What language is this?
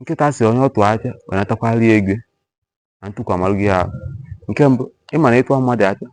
Igbo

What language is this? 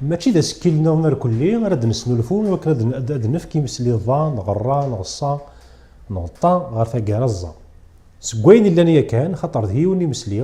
Kabyle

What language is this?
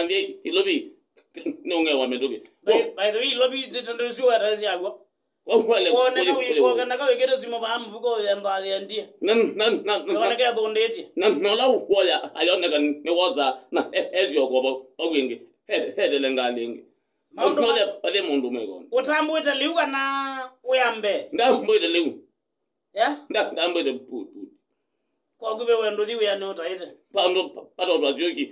Kamba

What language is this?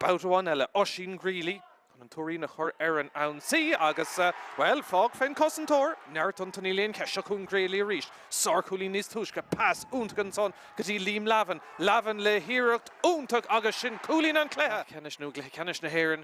Irish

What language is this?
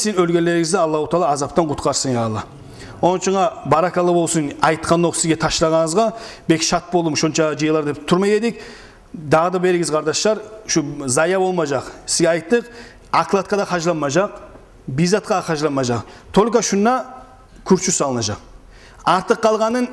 Kumyk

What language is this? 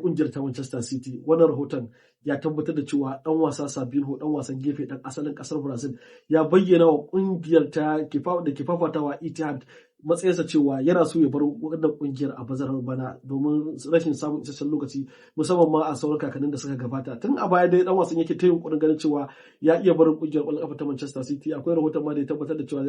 Hausa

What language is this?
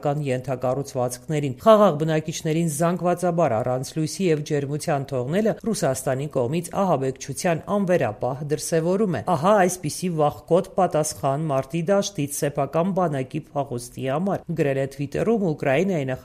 Armenian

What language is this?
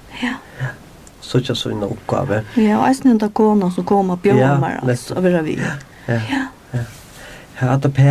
Faroese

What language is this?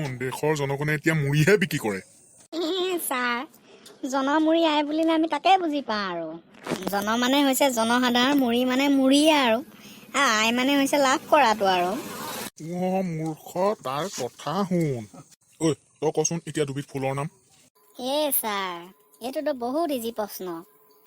Assamese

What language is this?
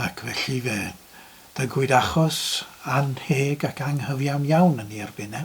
Welsh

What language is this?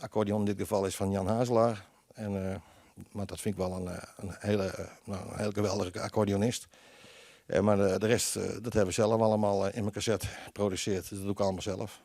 Western Frisian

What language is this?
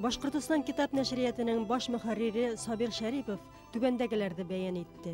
Bashkir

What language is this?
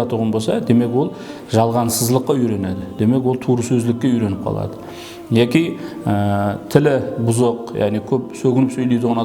Kara-Kalpak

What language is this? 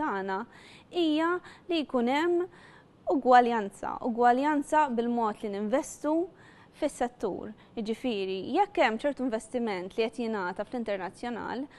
Maltese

